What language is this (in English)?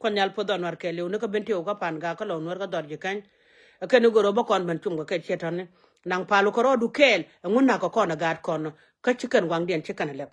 Nuer